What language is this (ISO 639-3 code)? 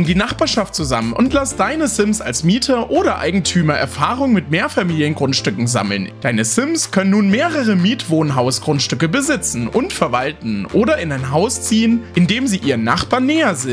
deu